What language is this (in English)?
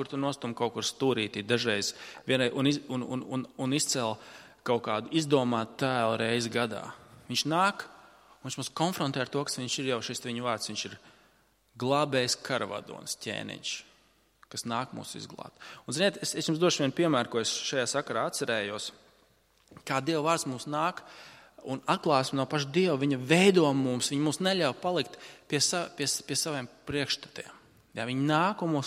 Latvian